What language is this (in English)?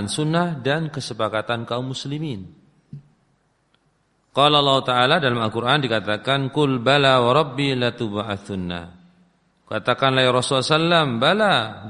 Indonesian